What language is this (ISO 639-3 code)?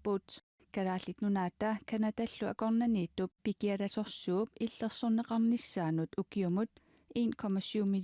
kal